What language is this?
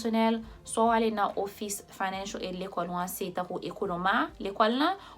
Haitian Creole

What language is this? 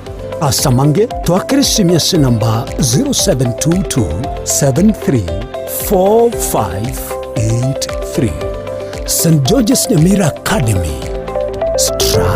Gusii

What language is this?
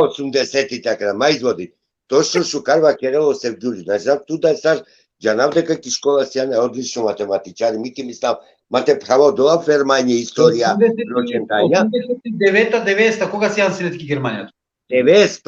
Balkan Romani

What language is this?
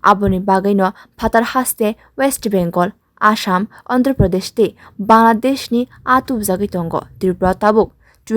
Kok Borok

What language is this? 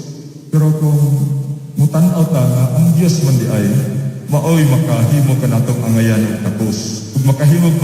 Cebuano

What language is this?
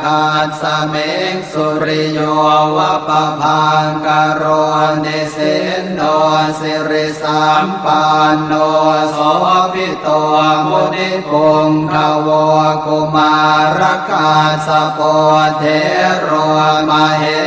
Pali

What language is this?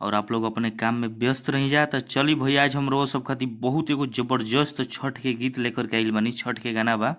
Bhojpuri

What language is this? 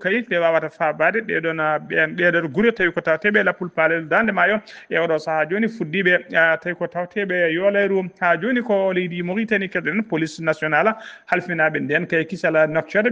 Fula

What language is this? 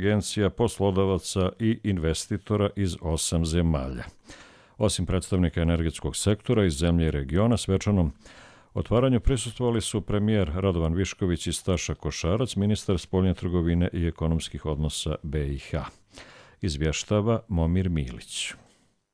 Croatian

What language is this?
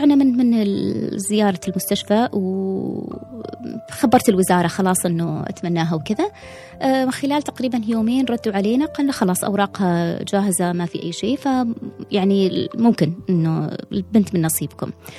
Gulf Arabic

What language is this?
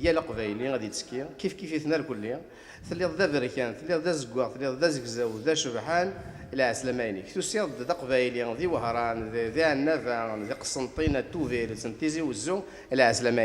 Kabyle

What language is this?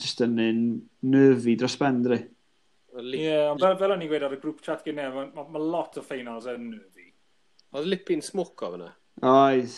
Welsh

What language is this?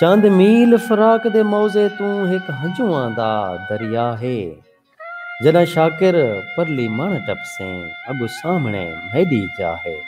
Saraiki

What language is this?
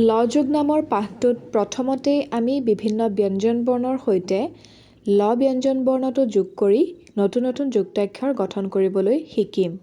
Assamese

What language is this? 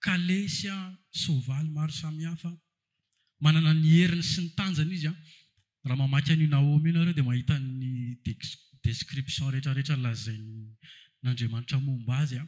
Malagasy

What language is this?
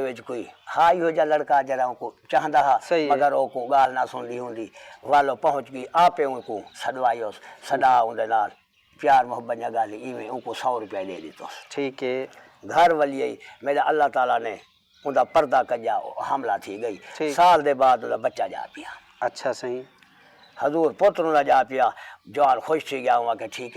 Saraiki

